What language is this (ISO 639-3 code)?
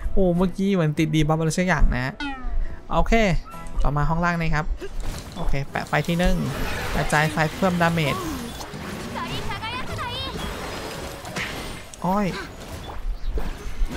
tha